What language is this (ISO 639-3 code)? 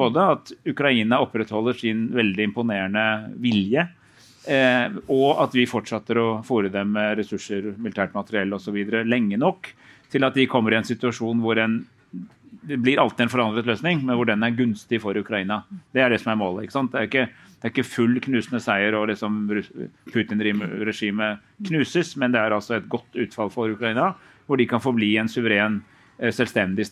nor